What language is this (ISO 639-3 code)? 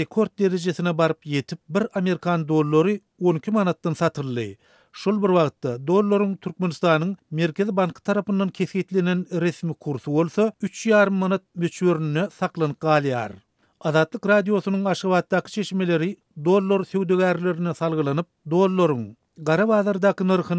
tuk